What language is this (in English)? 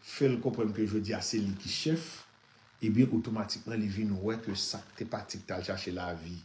Haitian Creole